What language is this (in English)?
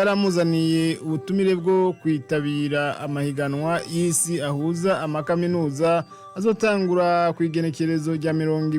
Rundi